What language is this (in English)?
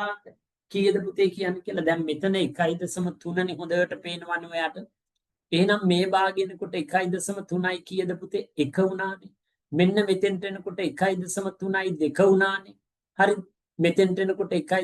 Sinhala